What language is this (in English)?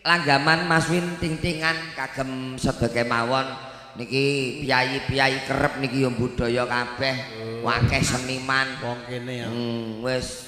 Javanese